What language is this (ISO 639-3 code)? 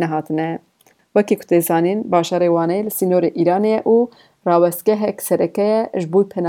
kur